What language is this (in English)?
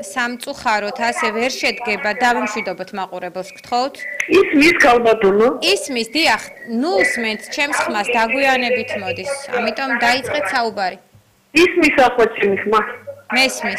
Georgian